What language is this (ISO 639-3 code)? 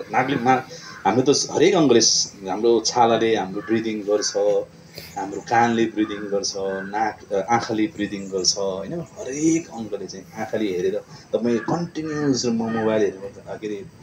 nep